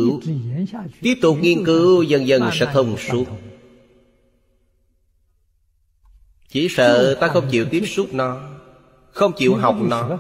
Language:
Vietnamese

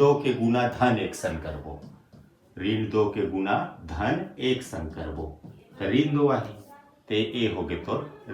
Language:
Chhattisgarhi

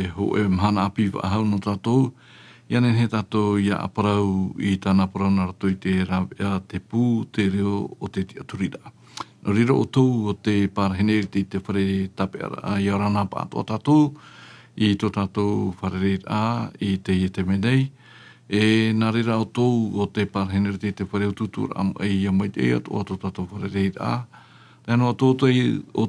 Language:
Tahitian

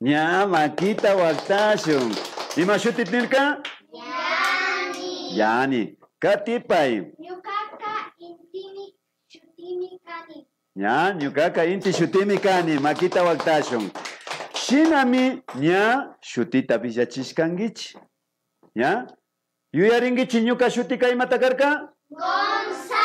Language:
Imbabura Highland Quichua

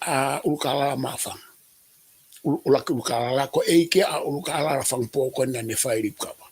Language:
Tongan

